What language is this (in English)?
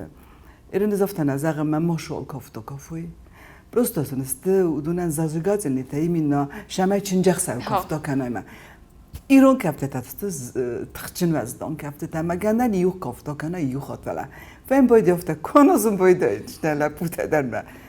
Ossetic